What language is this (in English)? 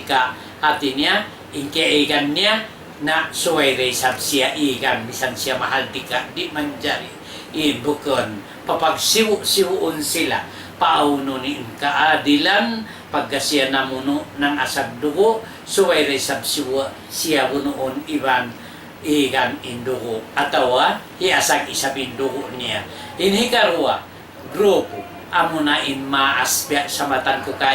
Tausug